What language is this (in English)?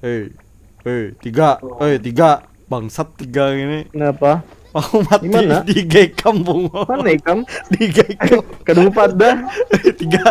Banjar